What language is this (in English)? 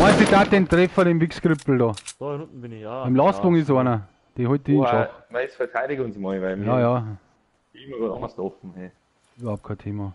Bavarian